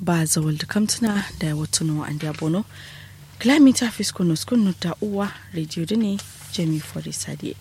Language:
Kanuri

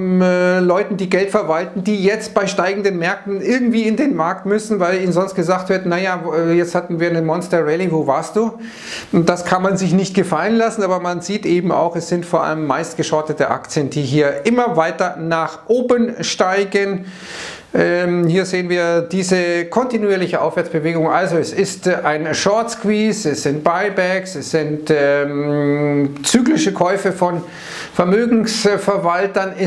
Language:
German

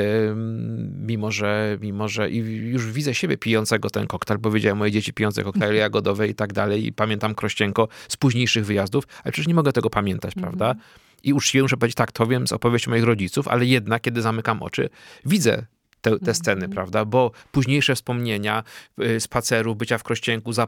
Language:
Polish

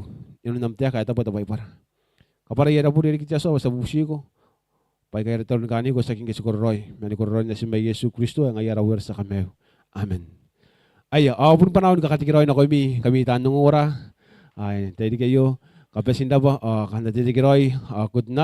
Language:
Gilbertese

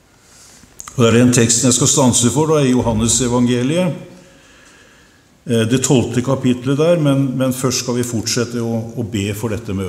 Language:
Norwegian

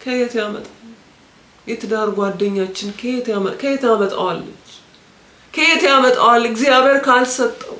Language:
Amharic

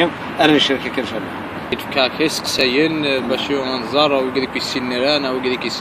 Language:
Kabyle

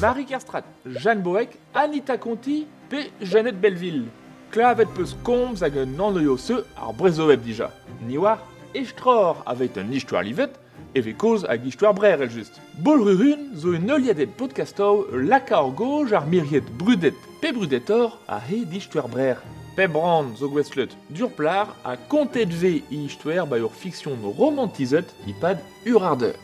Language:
Breton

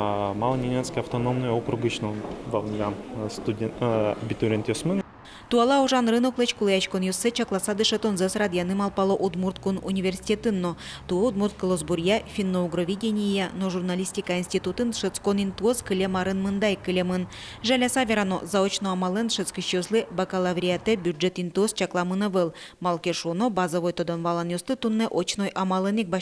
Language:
Udmurt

